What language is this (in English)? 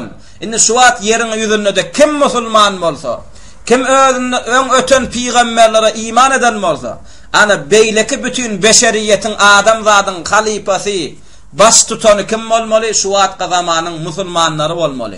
Turkmen